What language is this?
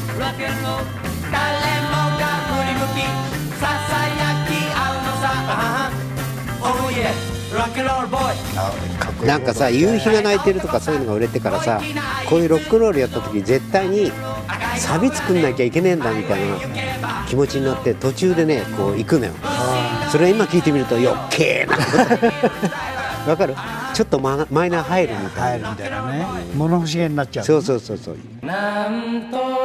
Japanese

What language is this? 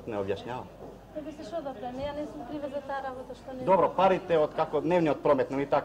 Macedonian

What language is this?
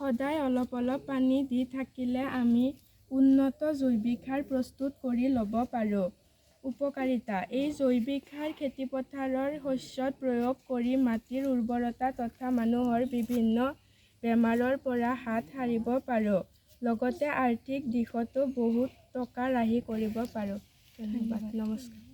Assamese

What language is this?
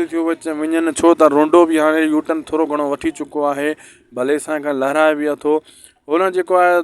Sindhi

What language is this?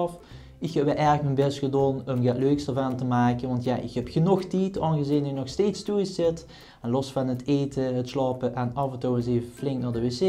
Limburgish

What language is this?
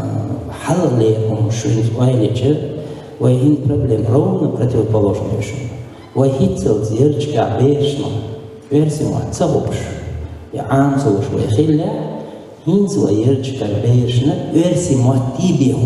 Chechen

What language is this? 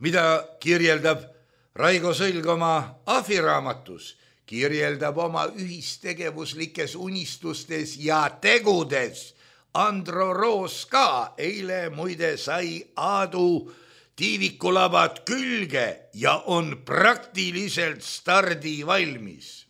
Estonian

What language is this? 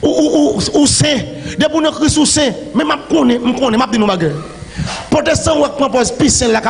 Haitian Creole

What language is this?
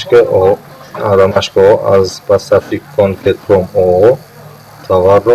Tajik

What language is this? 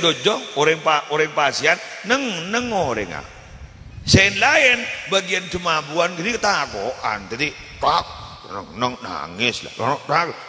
Madurese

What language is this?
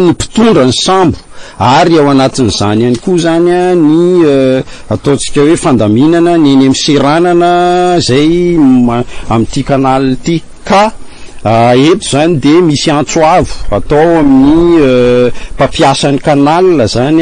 Malagasy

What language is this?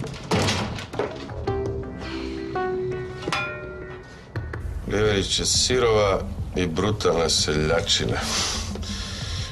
Croatian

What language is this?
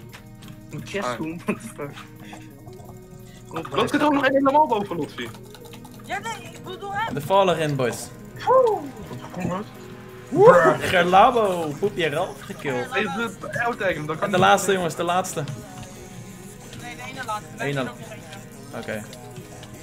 Dutch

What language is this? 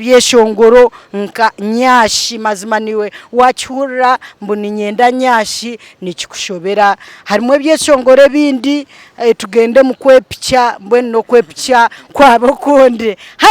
Nyankole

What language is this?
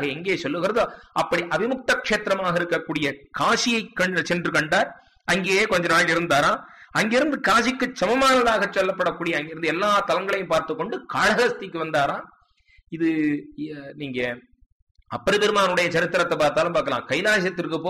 Tamil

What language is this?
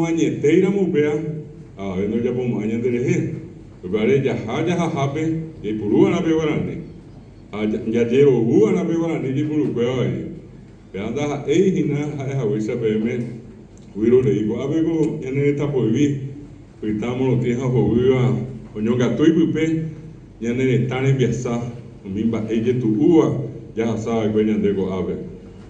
Guarani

